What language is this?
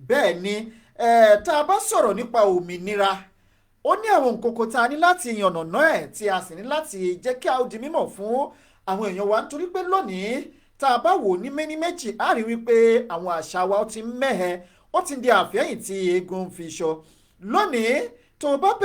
Yoruba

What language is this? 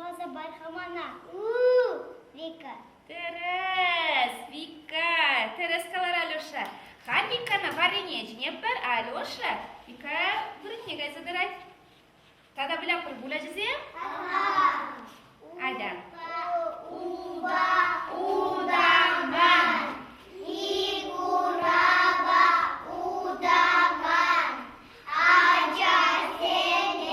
Chuvash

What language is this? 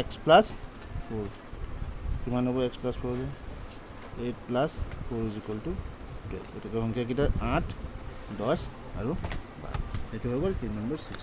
Assamese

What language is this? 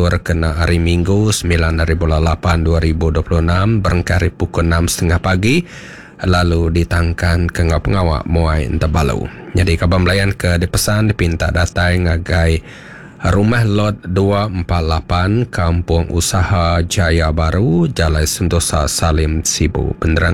Iban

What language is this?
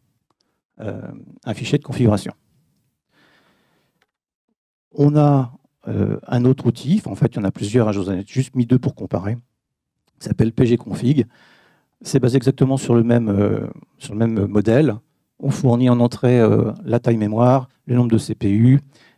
French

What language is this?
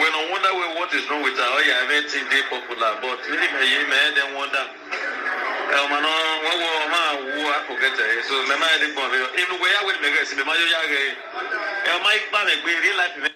Nigerian Pidgin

